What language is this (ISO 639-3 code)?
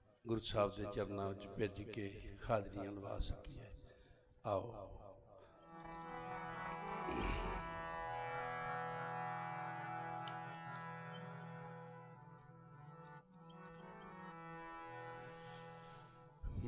pan